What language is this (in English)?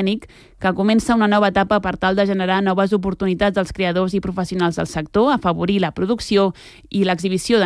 Catalan